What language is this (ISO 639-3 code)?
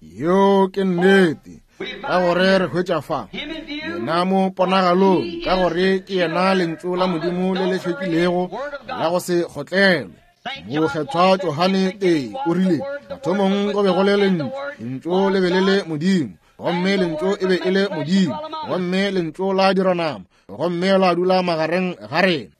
nso